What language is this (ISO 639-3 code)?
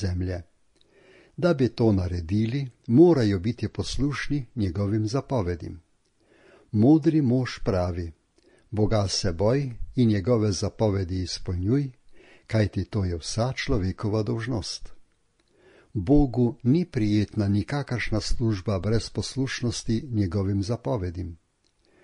slv